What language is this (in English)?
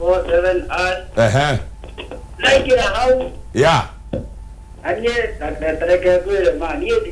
Kikuyu